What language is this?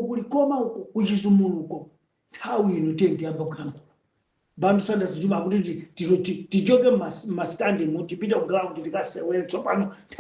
Nyanja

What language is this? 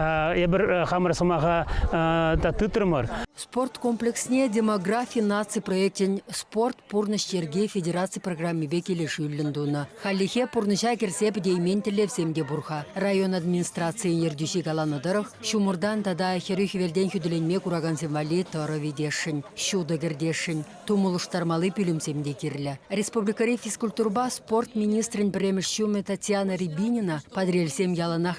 Chuvash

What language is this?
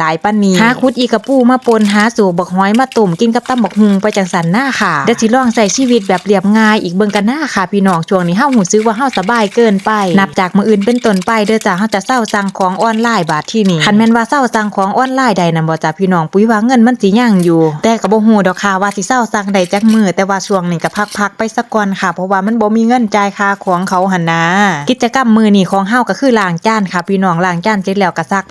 Northeastern Thai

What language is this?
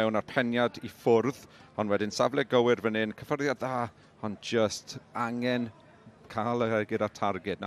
Welsh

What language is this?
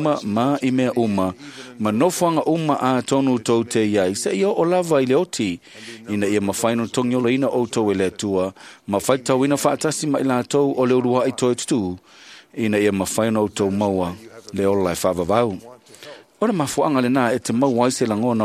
Samoan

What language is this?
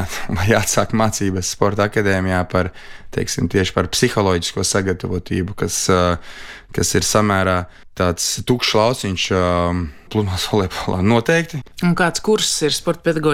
Latvian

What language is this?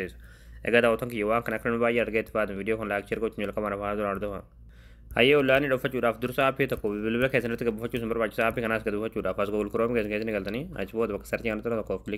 Oromo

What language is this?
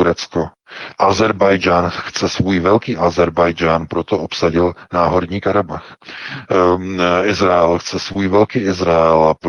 Czech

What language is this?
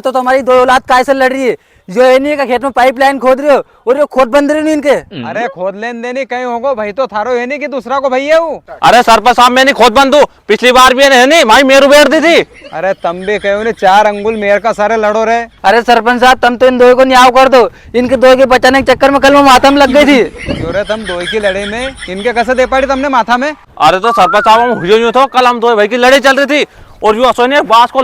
Rajasthani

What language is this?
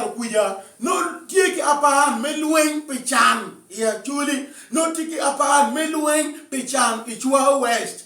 Acoli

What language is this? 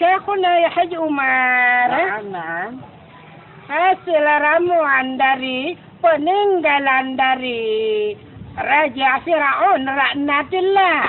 Achinese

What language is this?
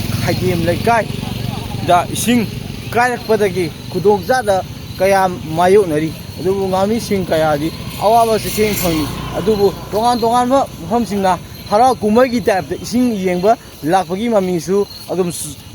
Manipuri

